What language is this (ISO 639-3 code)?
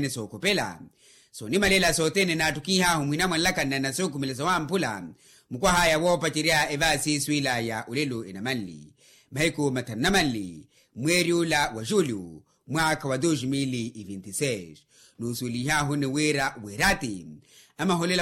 vmw